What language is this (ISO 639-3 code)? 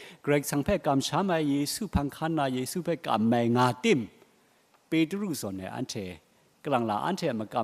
kac